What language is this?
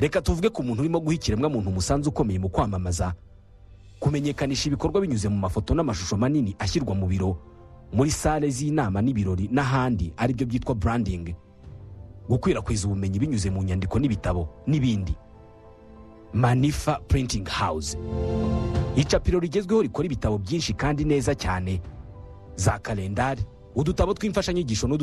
Kinyarwanda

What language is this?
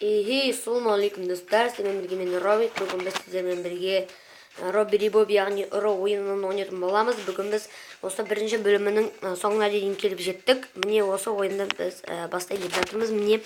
Kazakh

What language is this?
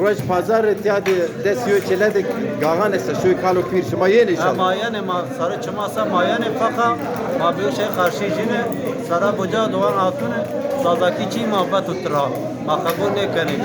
Zaza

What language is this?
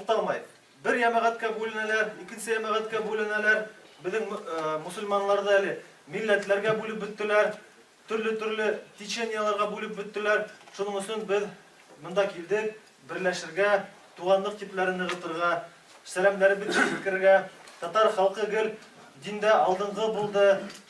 Tatar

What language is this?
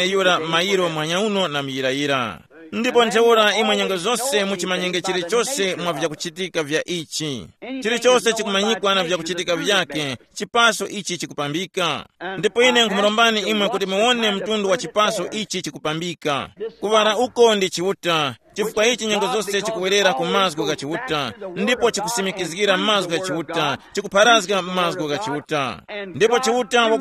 Tumbuka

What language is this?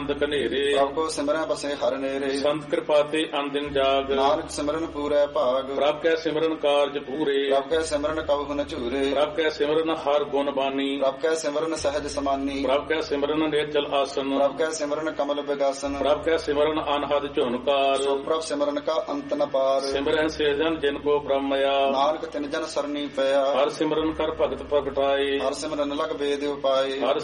Punjabi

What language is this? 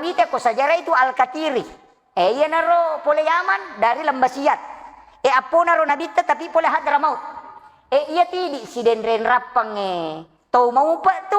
Buginese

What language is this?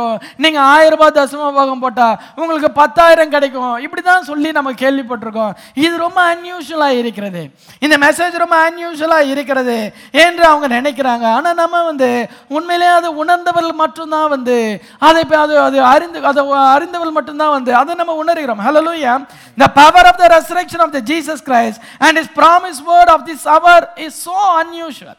Tamil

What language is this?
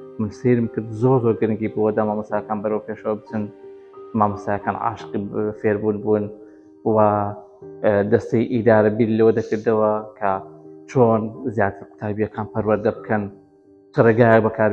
Central Kurdish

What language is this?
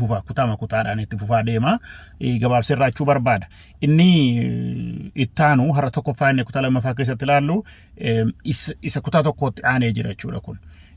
Oromo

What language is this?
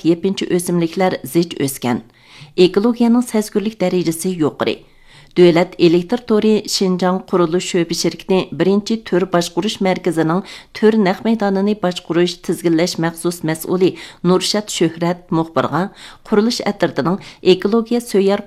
Uyghur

